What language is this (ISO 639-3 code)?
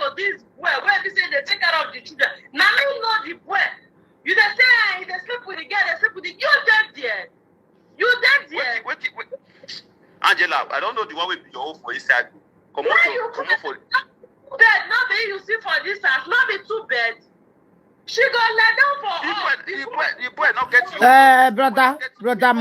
pcm